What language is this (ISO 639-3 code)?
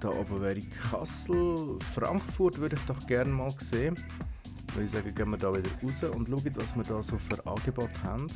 gsw